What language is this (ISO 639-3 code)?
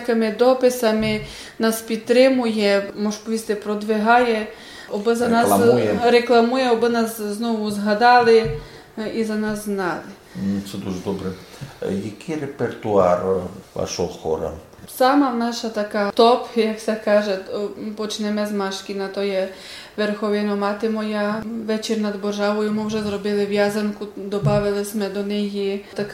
rue